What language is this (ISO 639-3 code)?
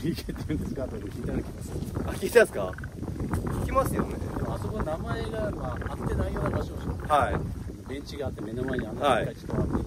jpn